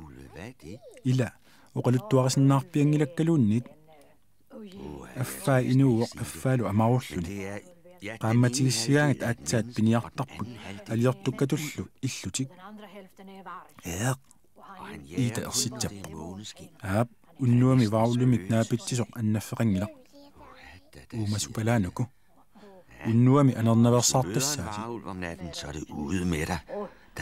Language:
Kalaallisut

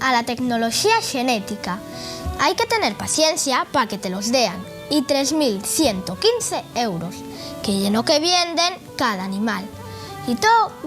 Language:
Asturian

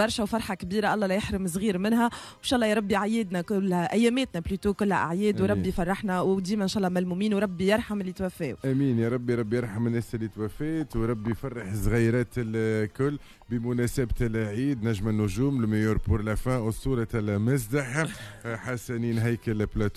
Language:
Tunisian Arabic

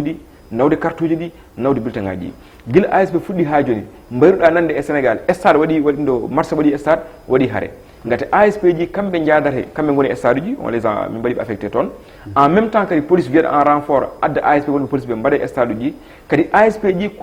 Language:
Fula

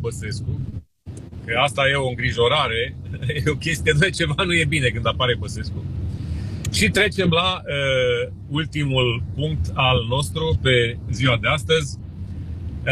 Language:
Romanian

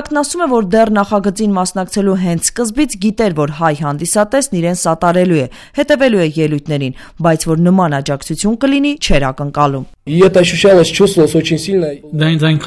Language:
Armenian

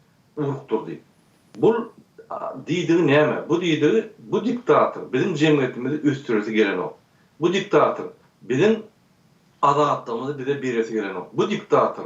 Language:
Turkmen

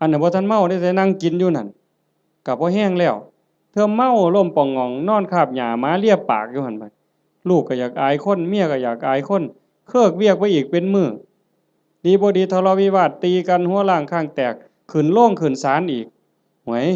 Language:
Northeastern Thai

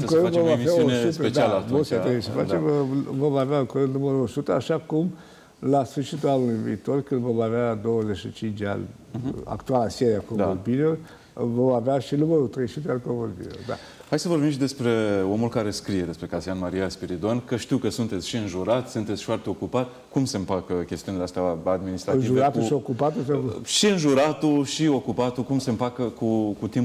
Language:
Romanian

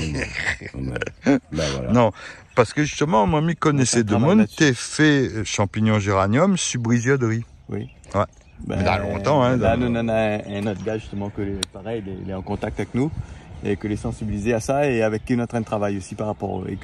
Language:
Réunion Creole French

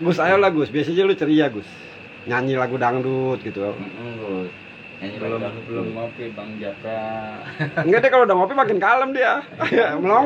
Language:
Betawi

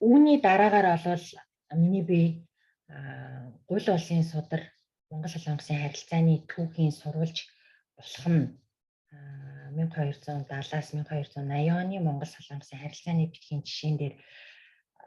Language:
Mongolian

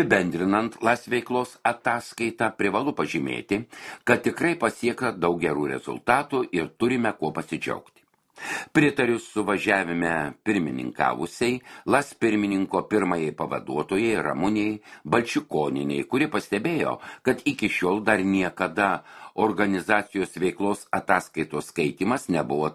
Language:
Lithuanian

